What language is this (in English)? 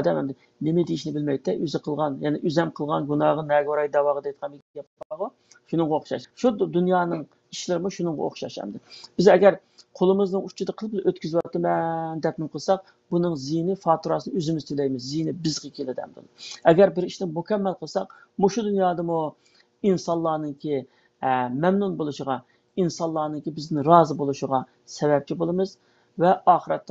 Uyghur